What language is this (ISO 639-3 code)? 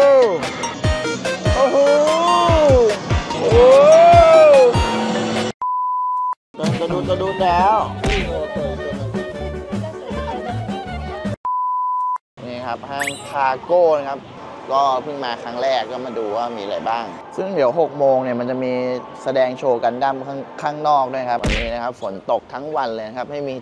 tha